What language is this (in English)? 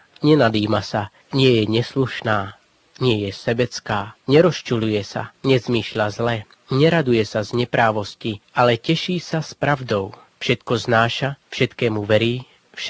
Slovak